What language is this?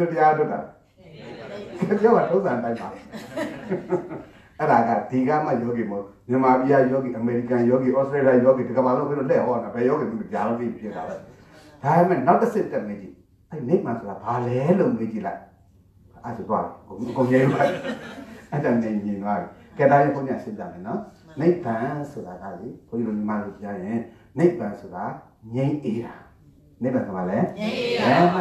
Burmese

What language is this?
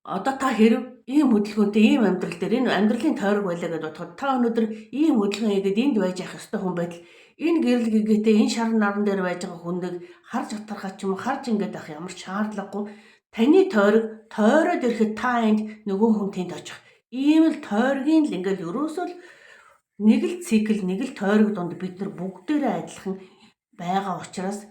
Mongolian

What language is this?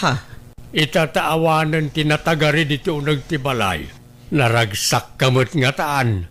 Iloko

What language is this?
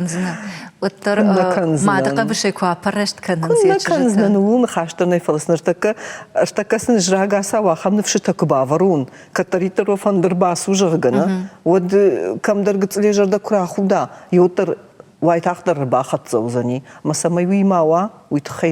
Ossetic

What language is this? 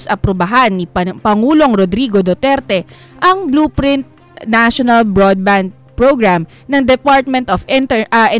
Filipino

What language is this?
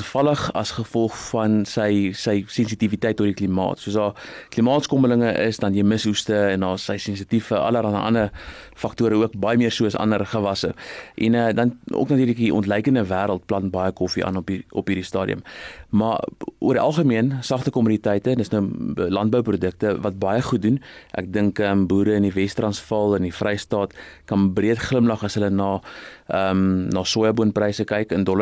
Afrikaans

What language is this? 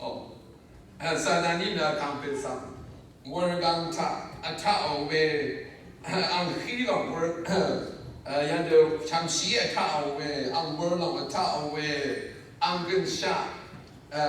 Rawang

